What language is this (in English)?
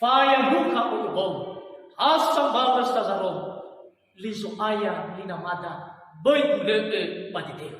Nias